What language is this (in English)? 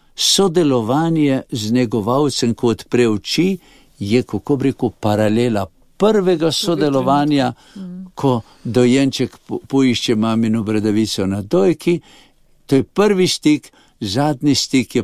Slovenian